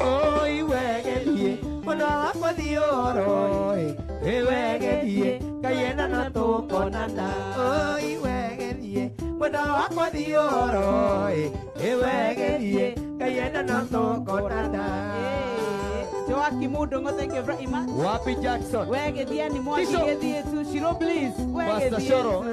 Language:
Kikuyu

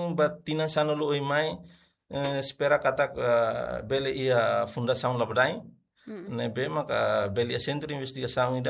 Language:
Tetum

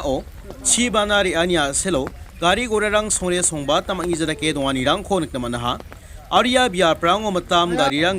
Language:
Garo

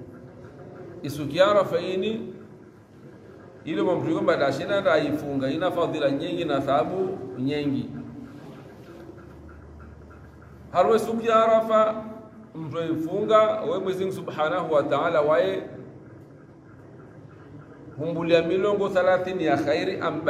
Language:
Swahili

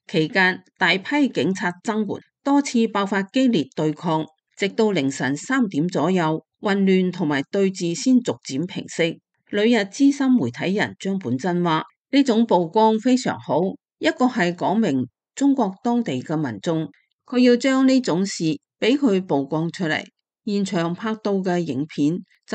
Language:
Cantonese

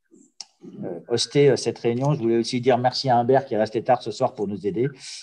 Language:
French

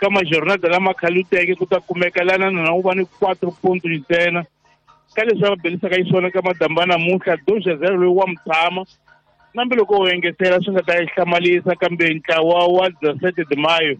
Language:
Tsonga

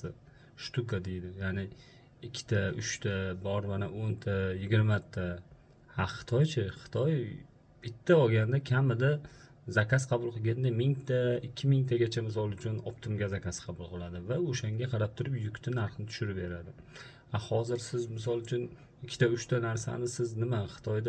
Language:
Uzbek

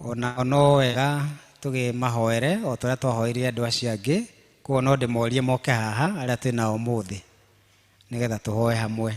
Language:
Kikuyu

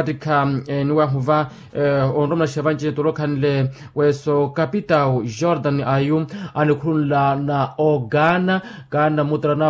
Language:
Makhuwa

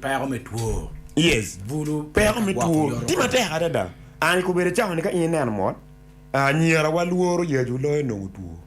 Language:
Acoli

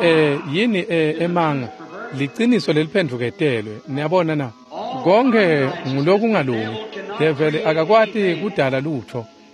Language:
Swati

